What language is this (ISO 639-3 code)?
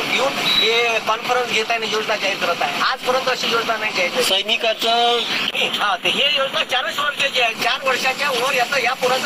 mar